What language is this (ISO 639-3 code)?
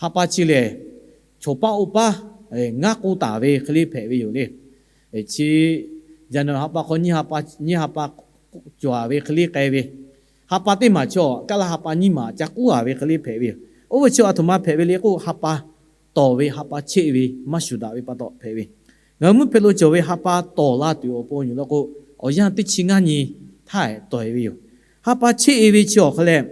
lhu